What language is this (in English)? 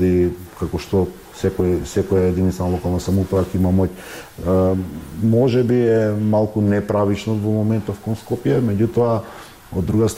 Macedonian